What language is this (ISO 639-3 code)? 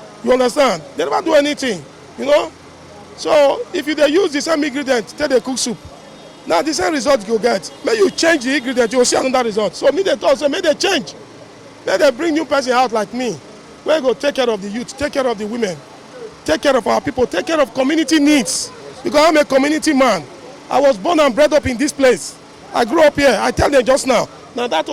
pcm